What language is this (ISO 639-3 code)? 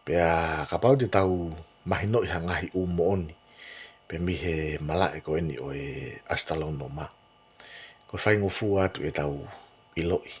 ton